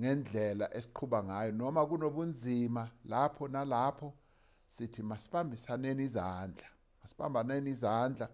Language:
Zulu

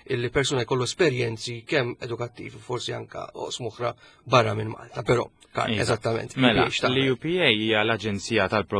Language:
Maltese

